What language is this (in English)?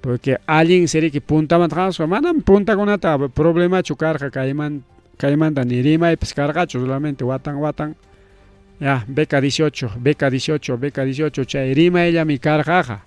Ayacucho Quechua